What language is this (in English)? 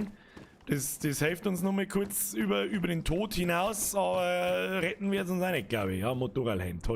Bavarian